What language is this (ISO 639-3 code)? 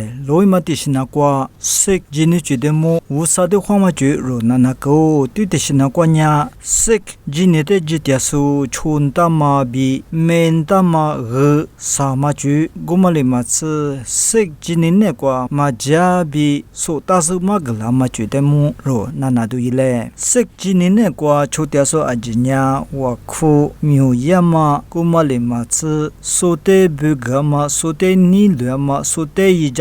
lis